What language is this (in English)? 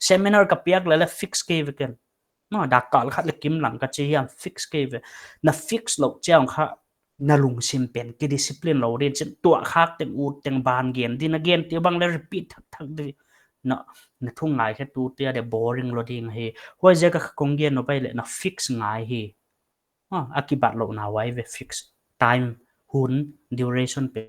Paite Chin